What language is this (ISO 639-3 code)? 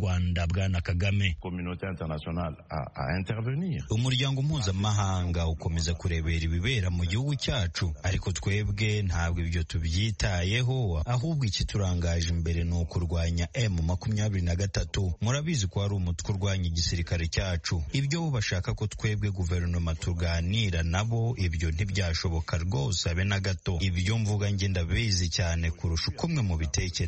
kin